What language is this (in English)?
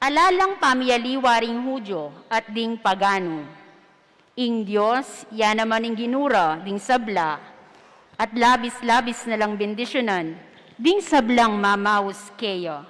Pampanga